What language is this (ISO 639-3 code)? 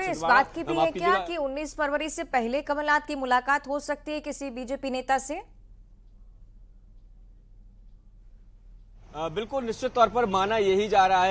hin